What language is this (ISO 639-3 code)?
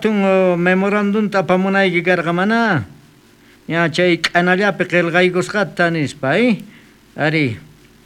quh